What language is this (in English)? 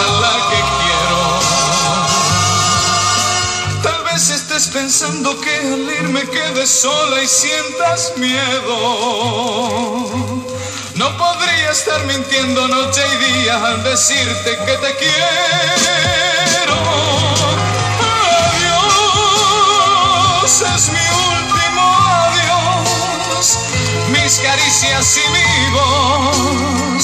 Spanish